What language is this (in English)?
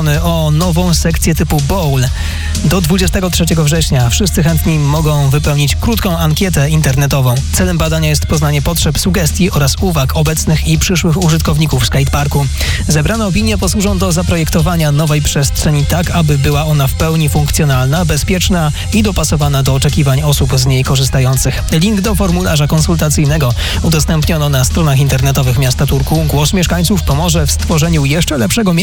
Polish